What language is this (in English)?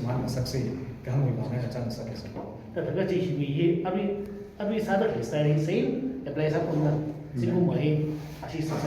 Tangkhul Naga (India)